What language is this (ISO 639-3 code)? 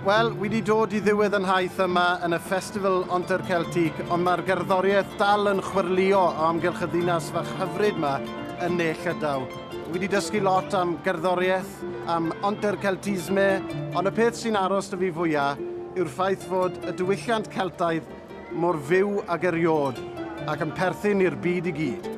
cym